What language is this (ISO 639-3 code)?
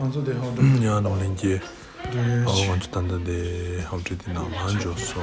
bod